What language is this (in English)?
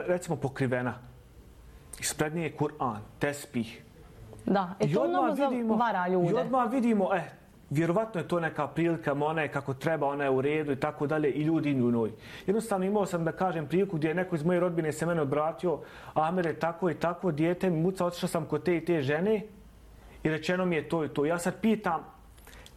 Bosnian